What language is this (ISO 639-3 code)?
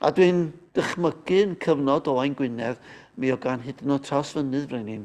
cym